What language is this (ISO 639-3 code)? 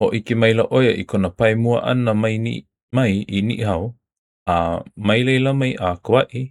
haw